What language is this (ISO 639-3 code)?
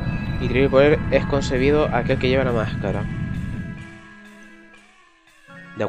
spa